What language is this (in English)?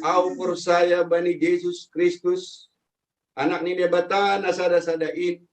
Batak Simalungun